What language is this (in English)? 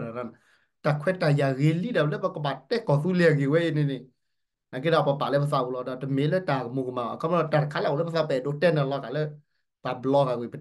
S'gaw Karen